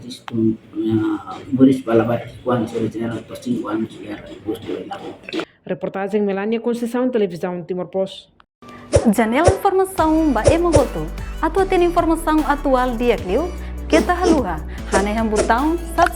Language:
Tetum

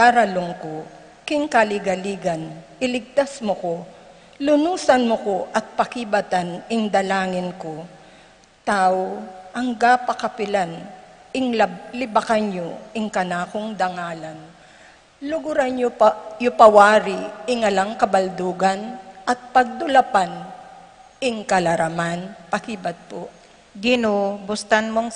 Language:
Pampanga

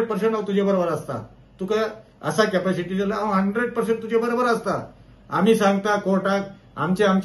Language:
Konkani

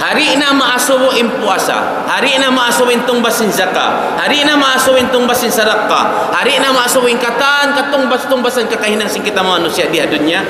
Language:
Tausug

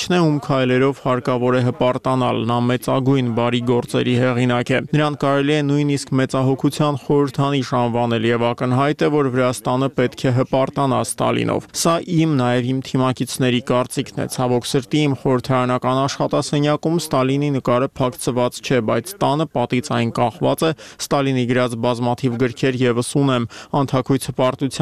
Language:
Armenian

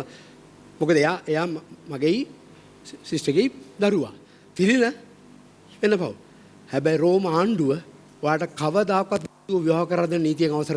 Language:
Sinhala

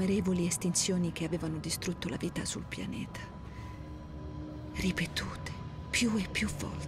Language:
Italian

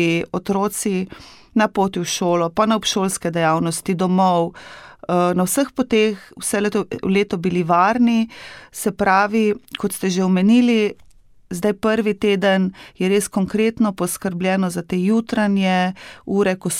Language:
Slovenian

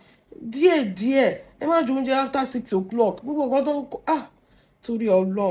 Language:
Yoruba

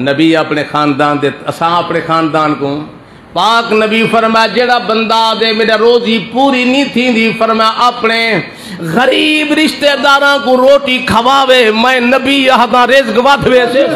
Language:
Saraiki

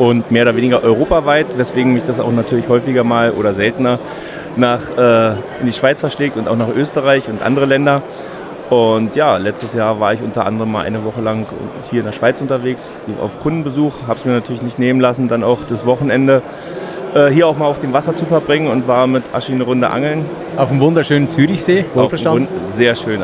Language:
Swiss German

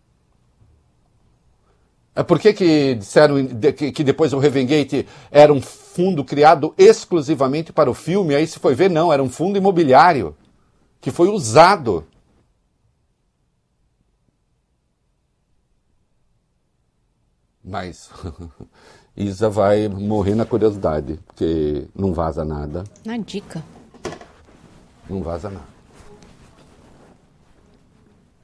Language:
Portuguese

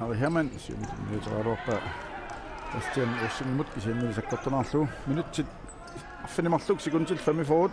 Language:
Kalaallisut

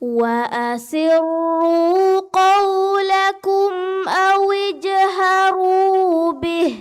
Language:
Divehi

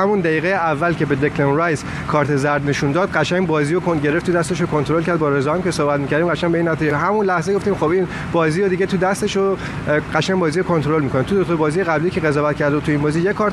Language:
Persian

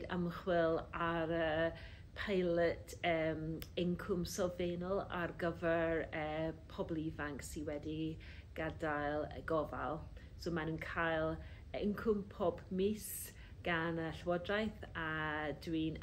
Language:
Welsh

